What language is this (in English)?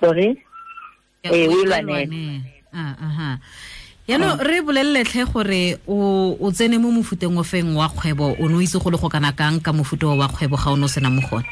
Tswana